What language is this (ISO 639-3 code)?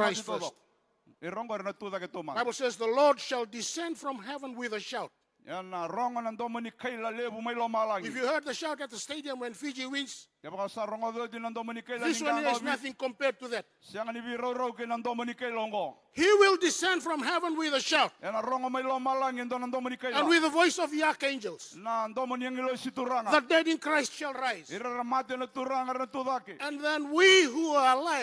fij